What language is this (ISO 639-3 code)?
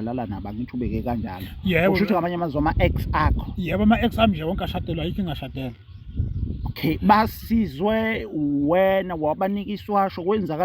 zul